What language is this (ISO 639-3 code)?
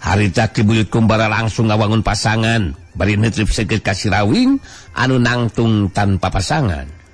sun